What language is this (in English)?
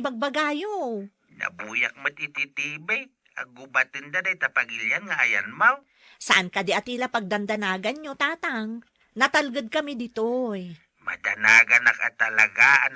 Iloko